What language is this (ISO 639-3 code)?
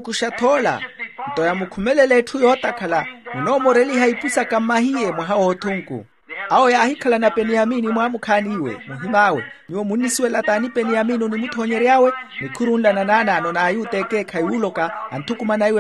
vmw